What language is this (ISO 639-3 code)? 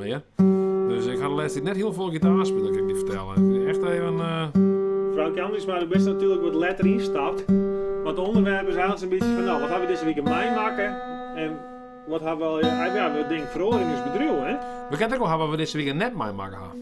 fry